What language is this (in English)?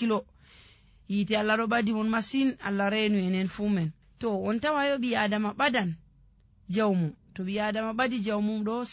Nigerian Fulfulde